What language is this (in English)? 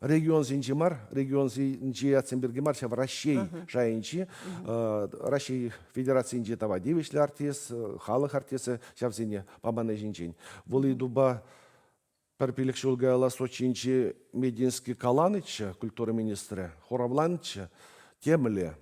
Chuvash